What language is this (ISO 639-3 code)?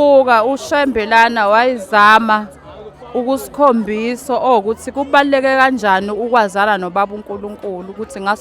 zul